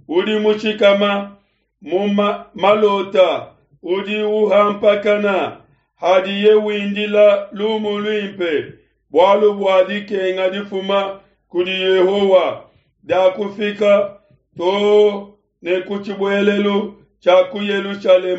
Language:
Luba-Lulua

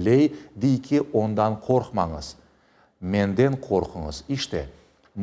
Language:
Crimean Tatar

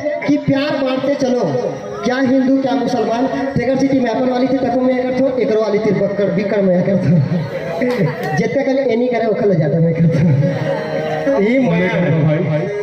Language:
Chhattisgarhi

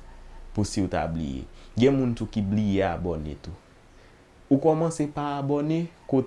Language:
Haitian Creole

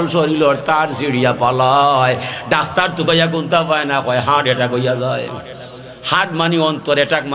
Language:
Sylheti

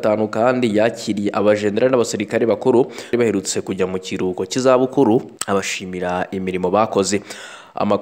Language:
Kinyarwanda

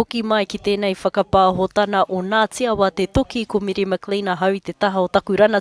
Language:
Māori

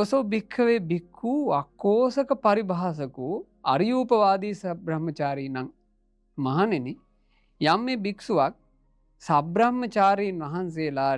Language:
Sinhala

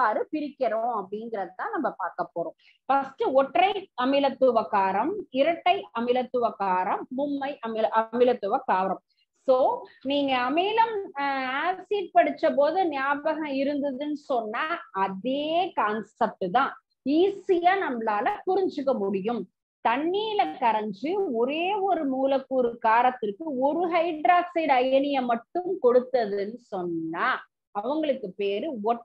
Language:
Tamil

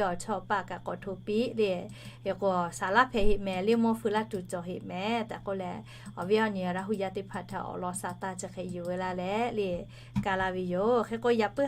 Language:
Lahu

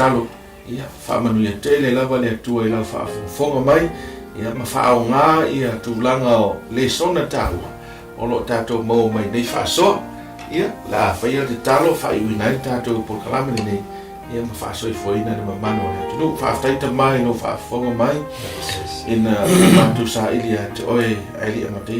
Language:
Samoan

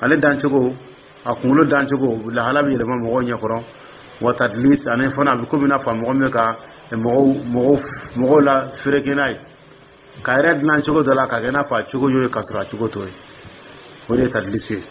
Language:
Dyula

